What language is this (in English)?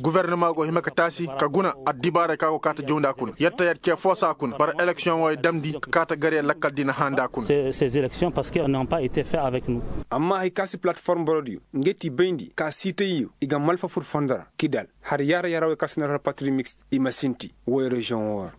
Koyraboro Senni